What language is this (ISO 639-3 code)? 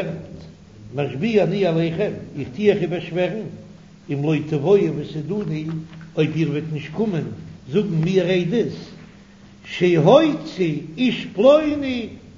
yid